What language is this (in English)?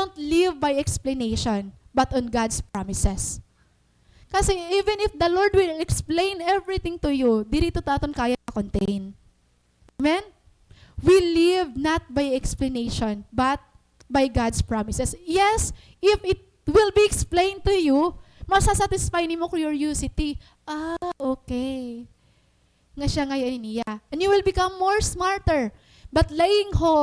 Waray